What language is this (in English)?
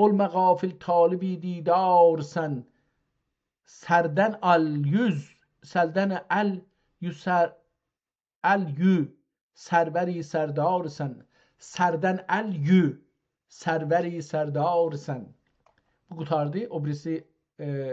South Azerbaijani